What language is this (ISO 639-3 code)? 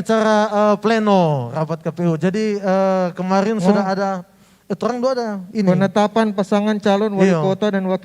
xmm